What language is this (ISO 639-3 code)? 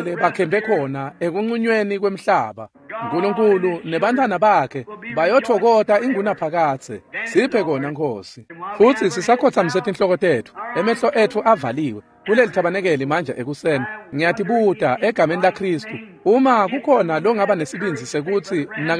ssw